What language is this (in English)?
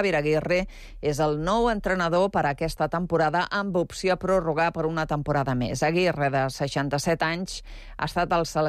Catalan